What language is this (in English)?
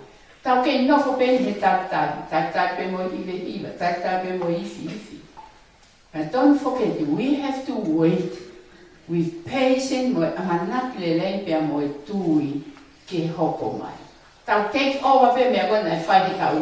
Tongan